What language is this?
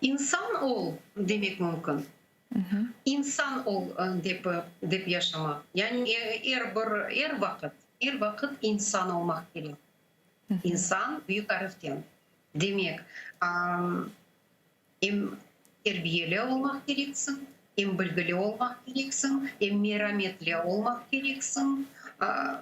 Crimean Tatar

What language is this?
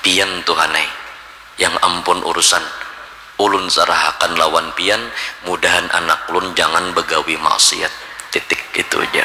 Banjar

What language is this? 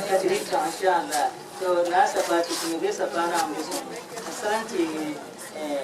Dagbani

